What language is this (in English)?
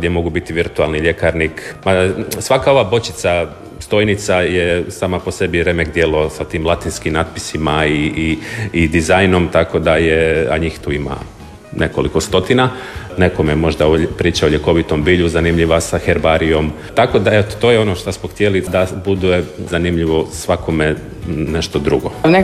Croatian